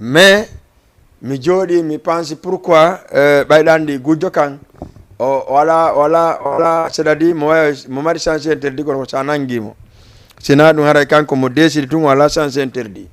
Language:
Fula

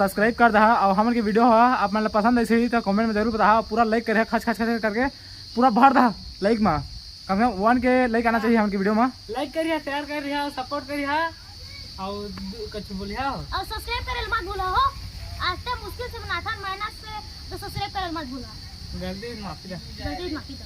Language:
Chhattisgarhi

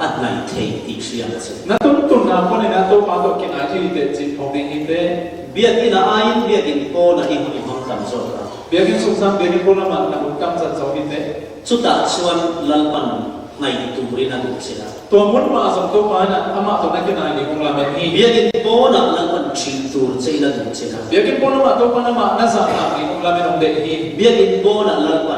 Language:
Falam Chin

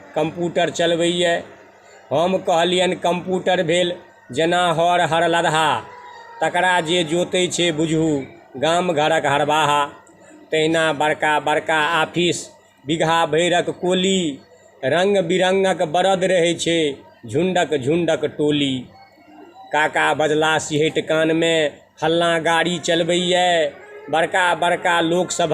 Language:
Maithili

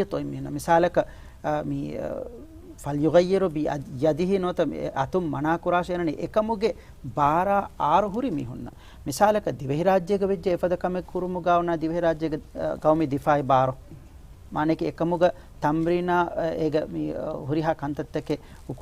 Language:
Divehi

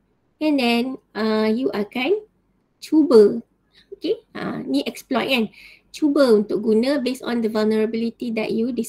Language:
Malay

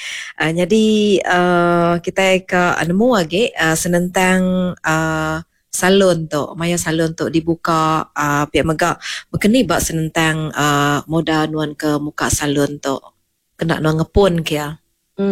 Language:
Iban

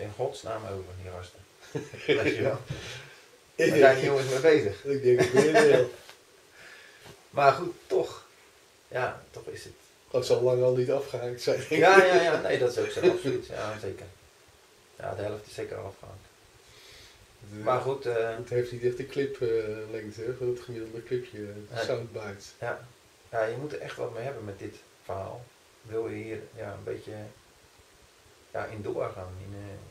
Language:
Dutch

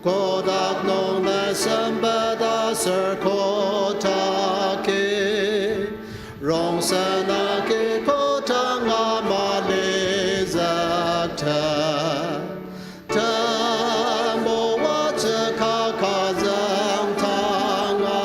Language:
Ao Naga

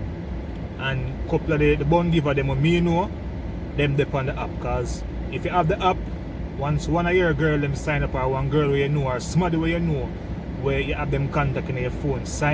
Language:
Jamaican Creole English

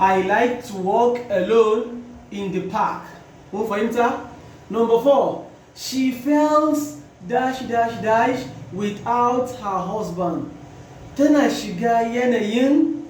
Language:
Hausa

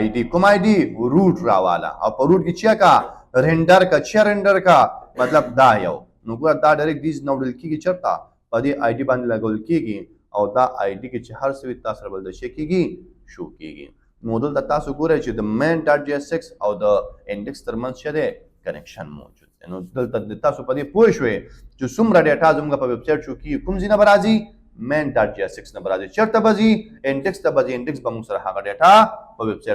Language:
Pashto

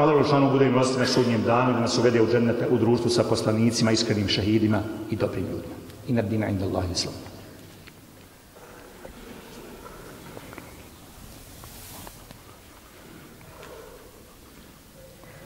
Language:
Bosnian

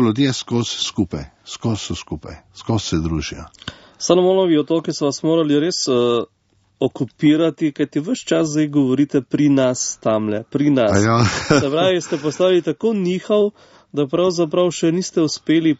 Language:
Slovenian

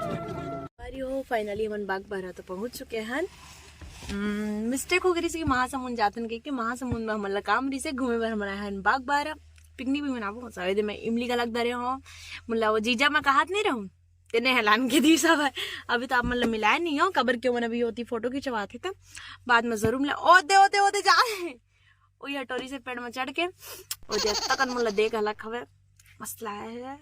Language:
Chhattisgarhi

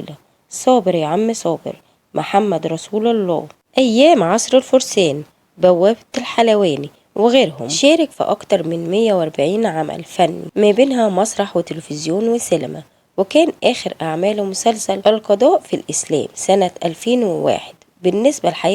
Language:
Egyptian Arabic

